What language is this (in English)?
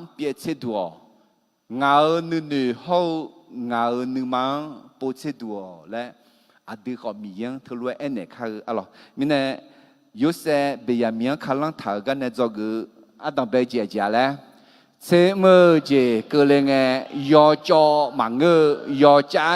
Akha